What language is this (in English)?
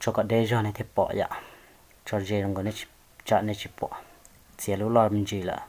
Hmong